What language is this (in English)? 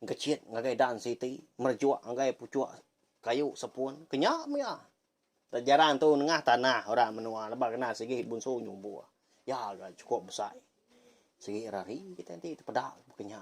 Iban